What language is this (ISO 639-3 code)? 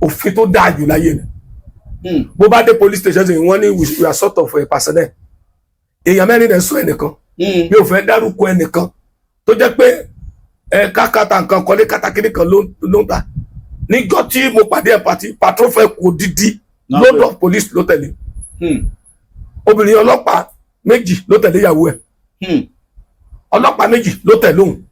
yor